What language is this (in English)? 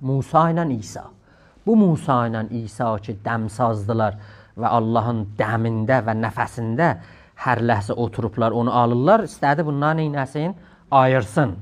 South Azerbaijani